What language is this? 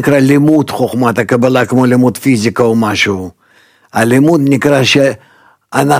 Hebrew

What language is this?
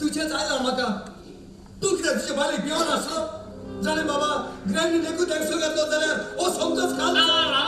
Konkani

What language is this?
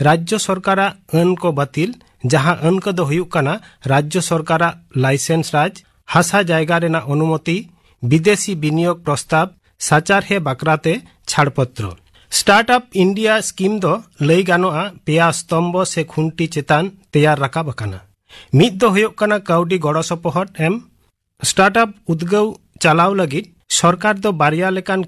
Santali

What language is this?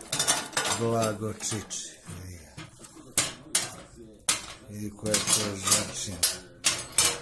Serbian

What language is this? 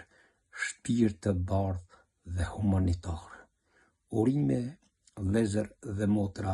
Albanian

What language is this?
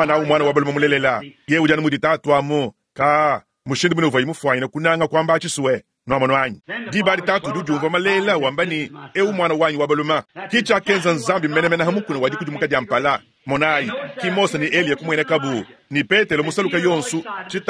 Luba-Lulua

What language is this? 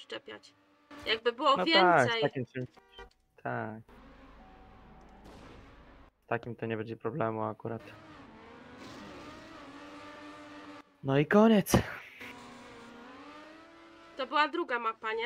Polish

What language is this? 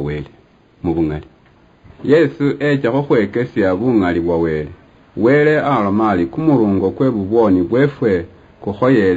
Luyia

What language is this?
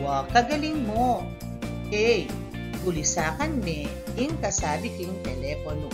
Pampanga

